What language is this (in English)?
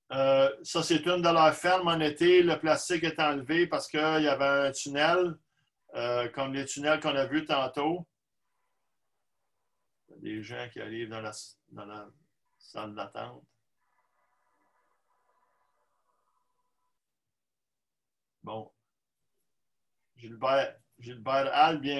French